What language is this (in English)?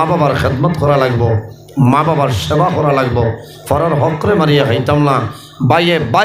Sylheti